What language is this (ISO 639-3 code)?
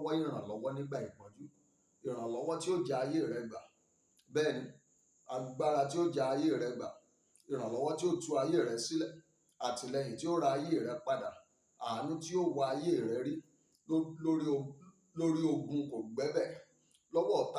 yor